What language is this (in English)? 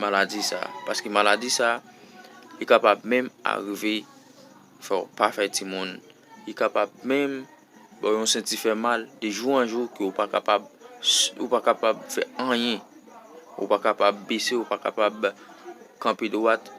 Haitian Creole